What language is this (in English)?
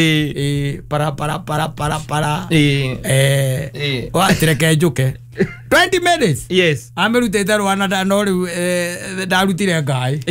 Kikuyu